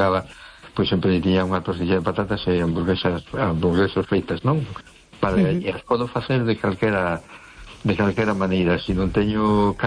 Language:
Galician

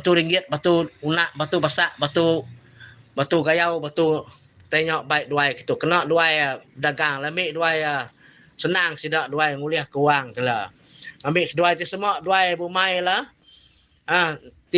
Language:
Iban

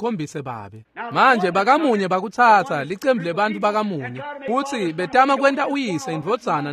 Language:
Swati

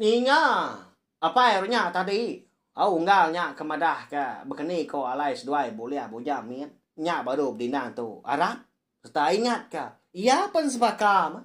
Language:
Iban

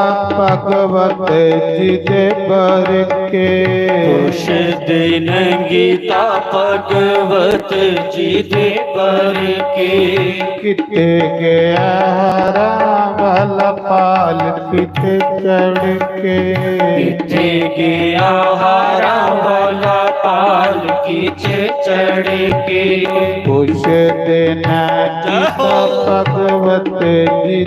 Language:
Dogri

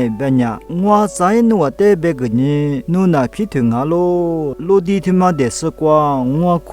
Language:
Lisu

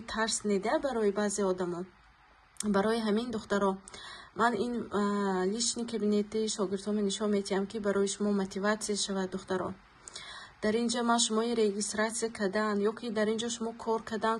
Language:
Tajik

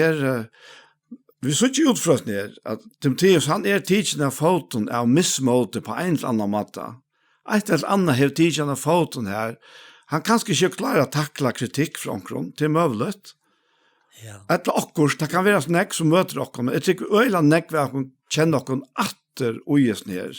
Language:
Faroese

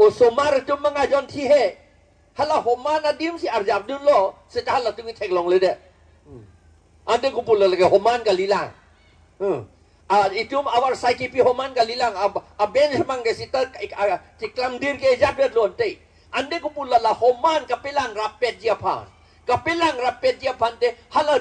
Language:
Karbi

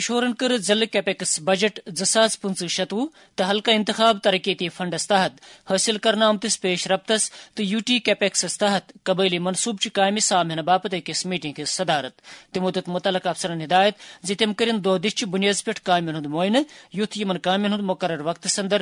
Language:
Kashmiri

